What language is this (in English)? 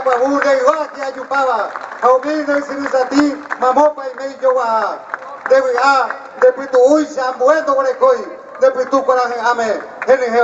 Guarani